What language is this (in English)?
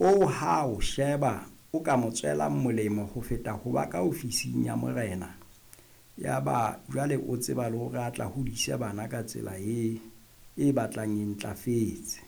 Southern Sotho